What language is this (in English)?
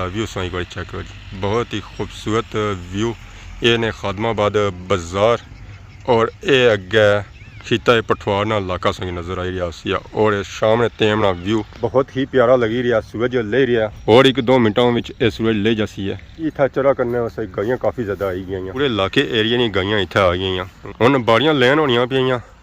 Pahari-Potwari